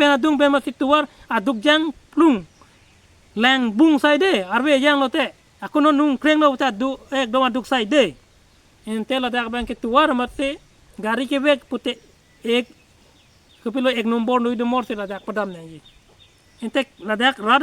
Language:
Karbi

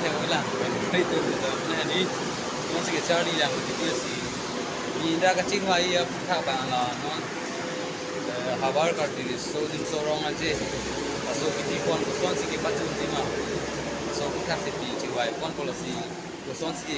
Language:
Karbi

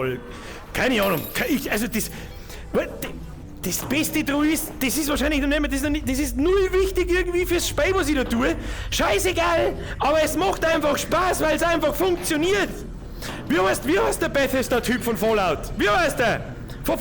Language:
Bavarian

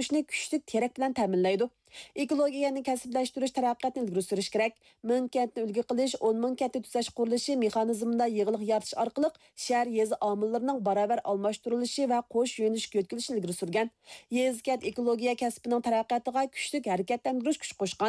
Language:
Uyghur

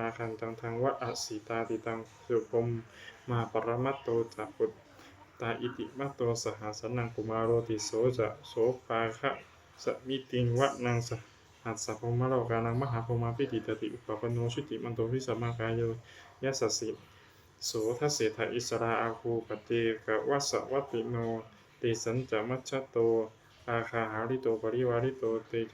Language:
Pali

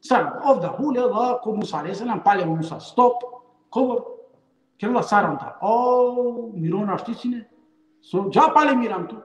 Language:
Balkan Romani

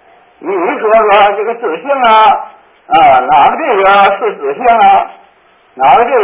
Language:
Chinese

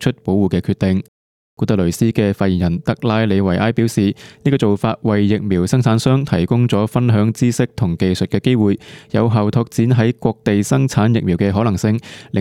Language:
Cantonese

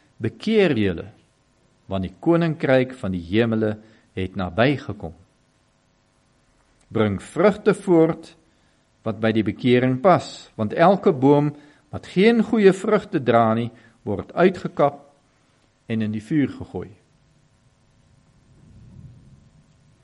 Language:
Afrikaans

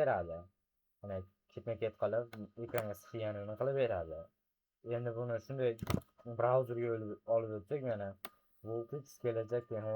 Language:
Uzbek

